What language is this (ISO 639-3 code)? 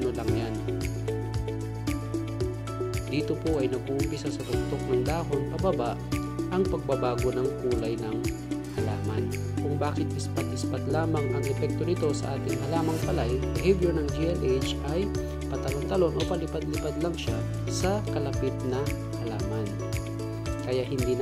fil